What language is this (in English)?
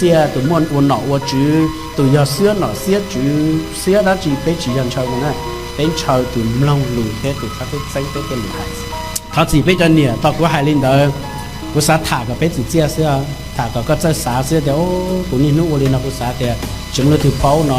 Hmong